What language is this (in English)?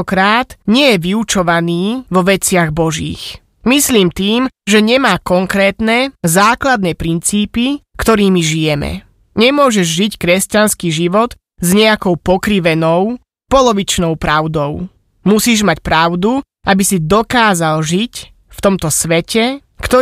Slovak